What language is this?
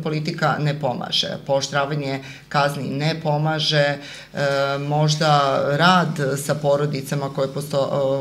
Serbian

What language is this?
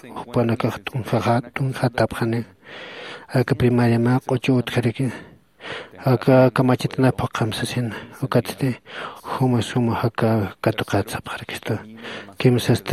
Aymara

